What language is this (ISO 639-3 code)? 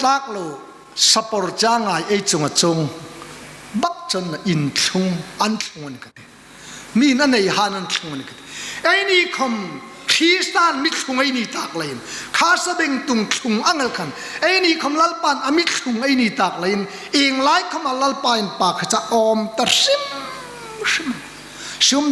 hmr